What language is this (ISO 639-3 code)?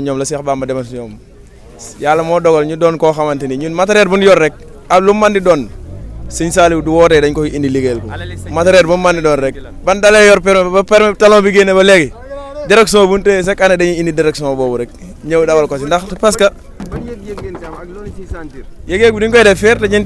wol